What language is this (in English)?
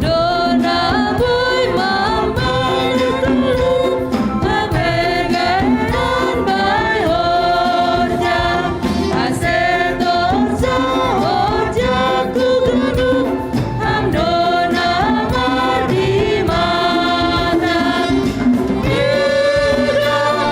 Batak Simalungun